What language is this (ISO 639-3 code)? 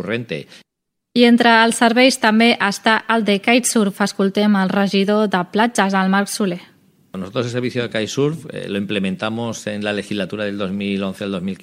cat